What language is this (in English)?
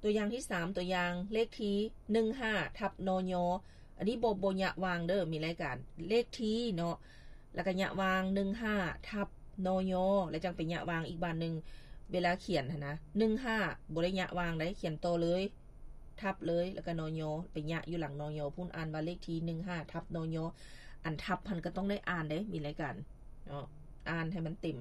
Lao